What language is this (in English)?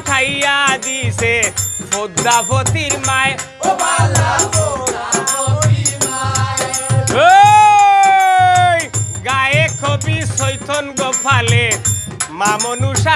Sylheti